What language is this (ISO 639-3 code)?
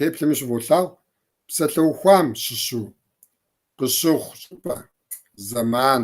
kbd